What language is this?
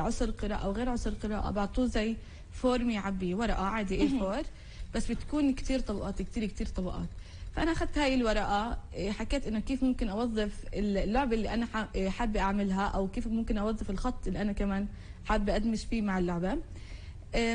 North Levantine Arabic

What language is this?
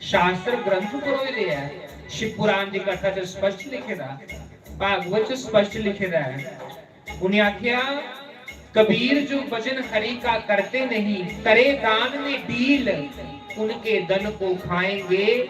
Dogri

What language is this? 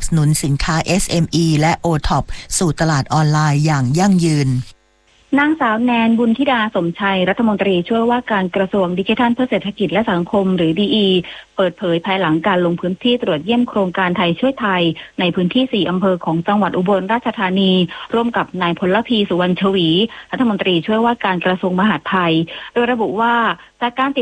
Thai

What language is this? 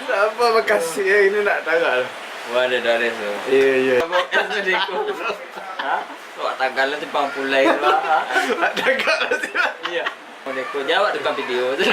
Minangkabau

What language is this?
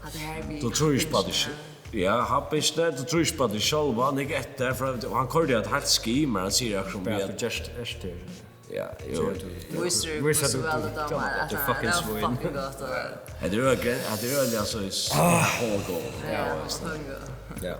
Faroese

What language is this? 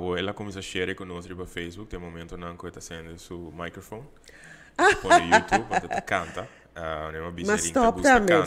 Papiamento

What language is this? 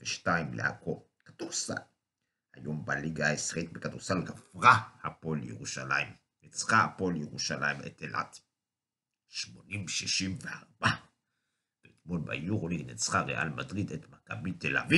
Hebrew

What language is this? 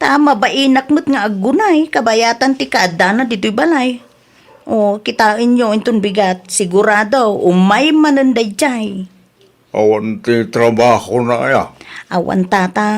Iloko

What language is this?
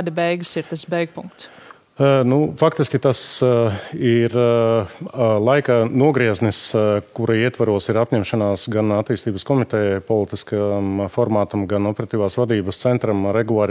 Latvian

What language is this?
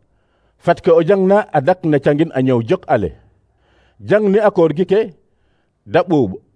Serer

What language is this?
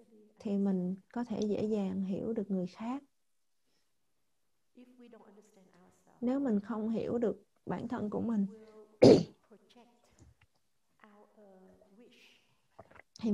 Vietnamese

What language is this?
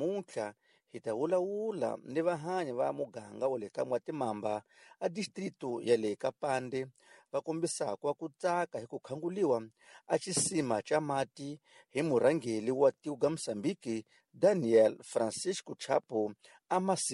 Tsonga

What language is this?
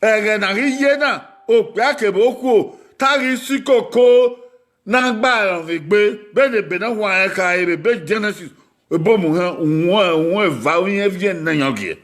Bini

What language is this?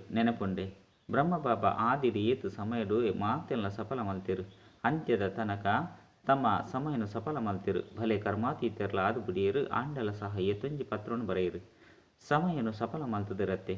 Tulu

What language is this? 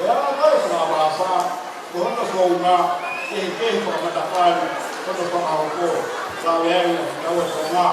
Tongan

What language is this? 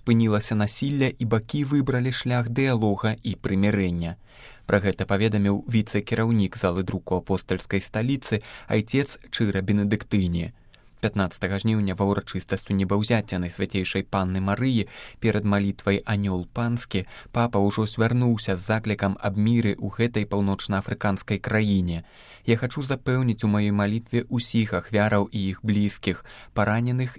Belarusian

